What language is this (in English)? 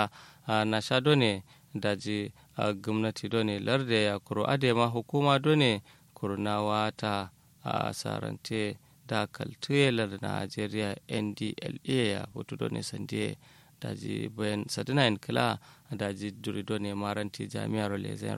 Kanuri